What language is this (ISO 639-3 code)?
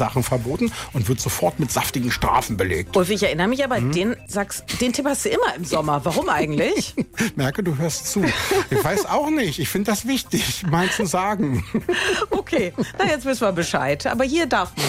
deu